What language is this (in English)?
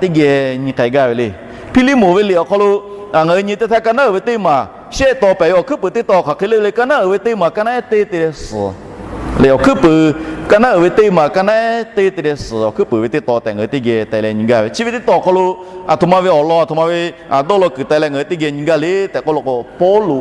Lahu